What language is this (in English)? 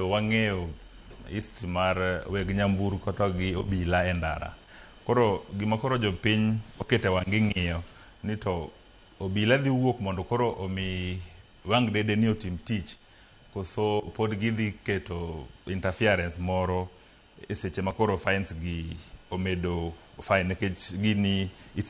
Luo (Kenya and Tanzania)